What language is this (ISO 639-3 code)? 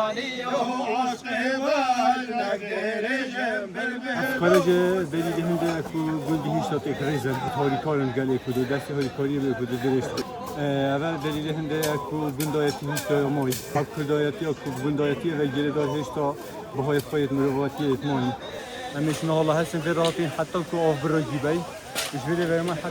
kur